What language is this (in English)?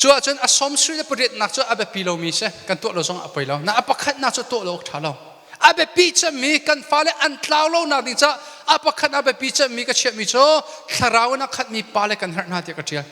Hakha Chin